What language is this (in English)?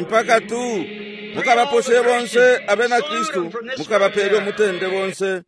Bemba